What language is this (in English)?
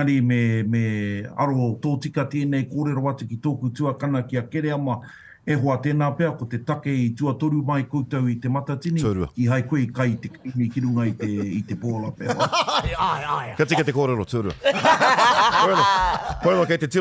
Māori